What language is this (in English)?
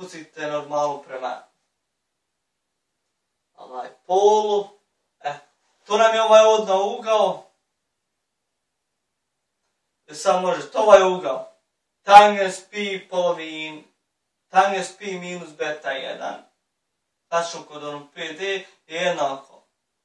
Bosnian